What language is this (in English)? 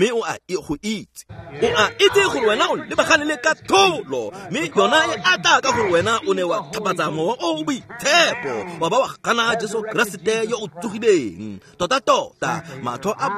Tswana